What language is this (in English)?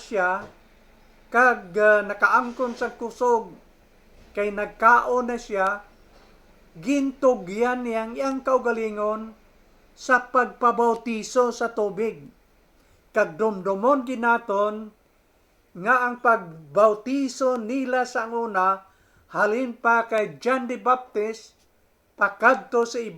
Hiligaynon